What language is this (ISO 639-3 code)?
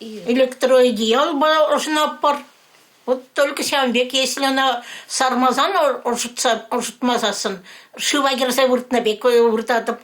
chv